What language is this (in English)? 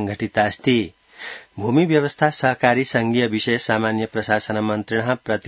Sanskrit